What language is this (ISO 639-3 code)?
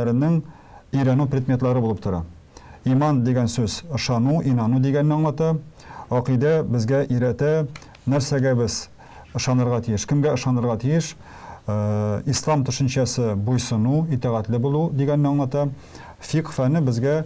tat